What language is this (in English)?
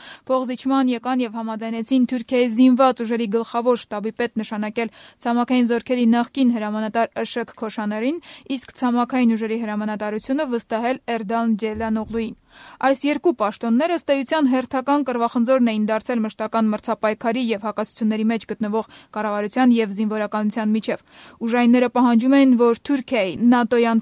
Armenian